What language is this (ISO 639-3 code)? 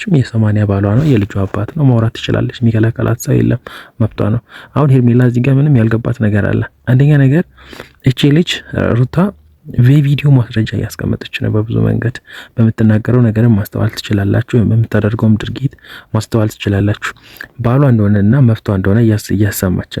amh